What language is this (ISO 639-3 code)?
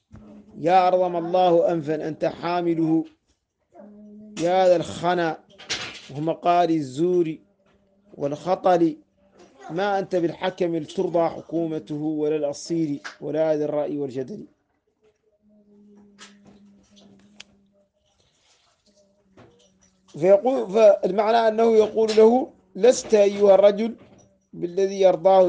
ara